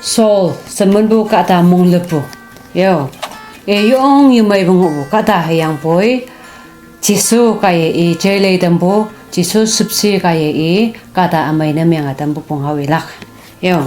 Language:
Konyak Naga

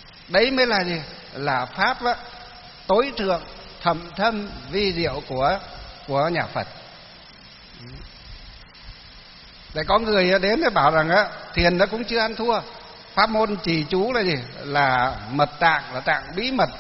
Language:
Vietnamese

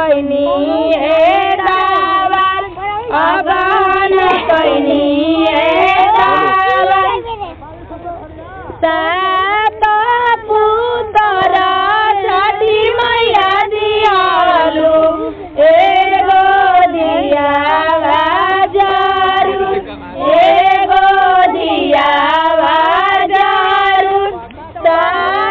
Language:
Bhojpuri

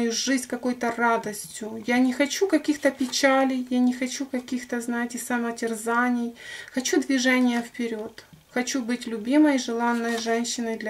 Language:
Russian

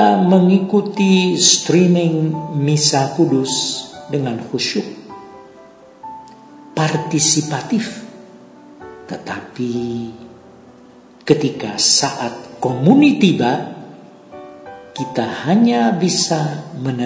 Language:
Indonesian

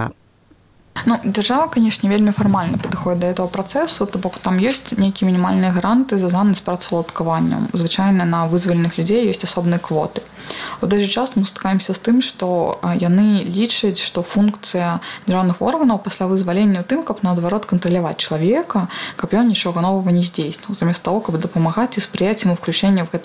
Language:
Belarusian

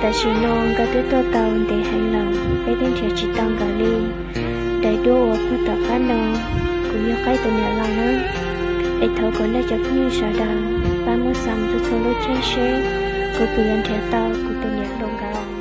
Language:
Hmong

